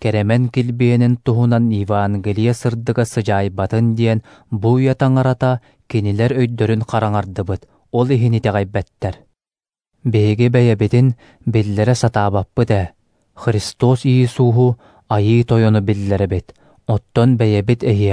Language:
Yakut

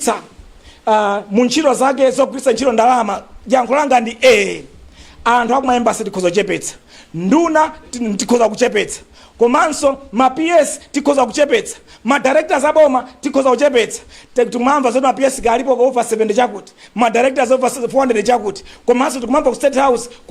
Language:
Nyanja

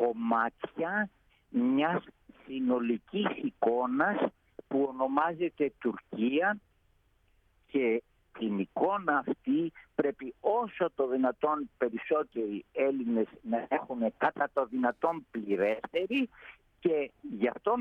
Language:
Greek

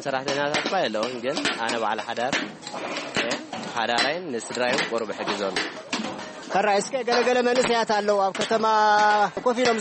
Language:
Tigrinya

